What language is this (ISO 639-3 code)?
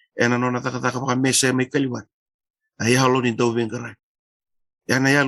fij